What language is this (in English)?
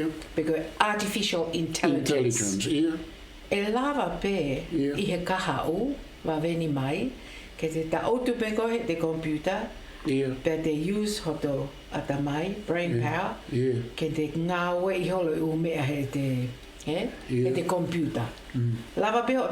Tongan